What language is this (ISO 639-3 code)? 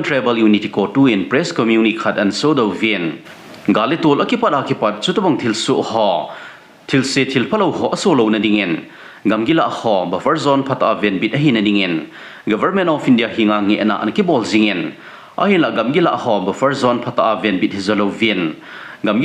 tcz